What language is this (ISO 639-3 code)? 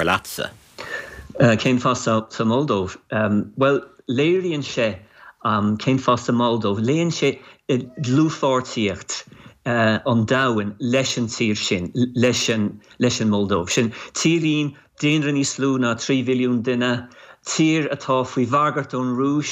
gle